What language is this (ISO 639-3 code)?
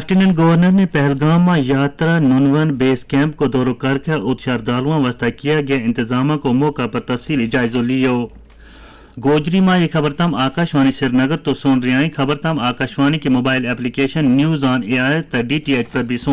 gju